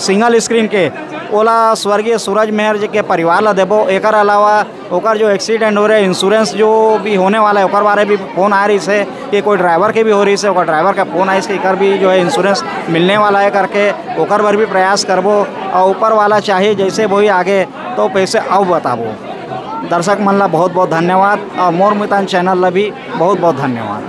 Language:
Chhattisgarhi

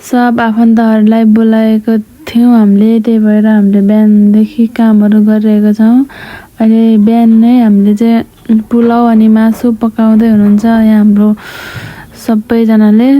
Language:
Nepali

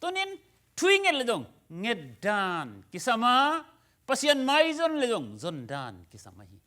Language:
Tedim Chin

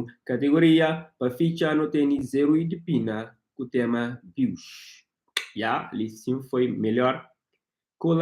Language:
Kabuverdianu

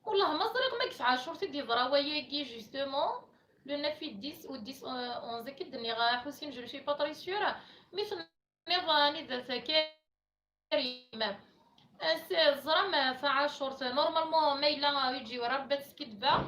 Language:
Kabyle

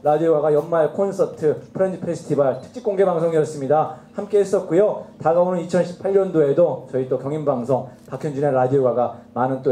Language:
Korean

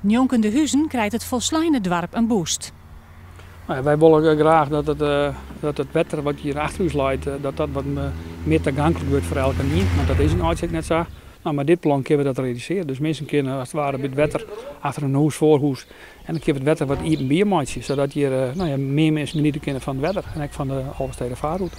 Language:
Western Frisian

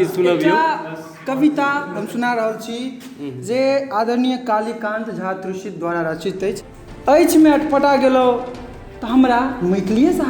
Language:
Maithili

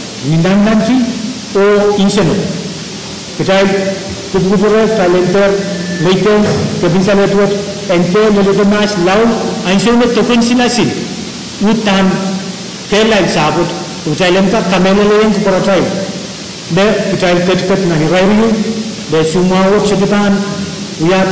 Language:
Pohnpeian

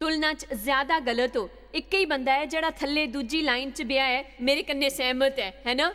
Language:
Dogri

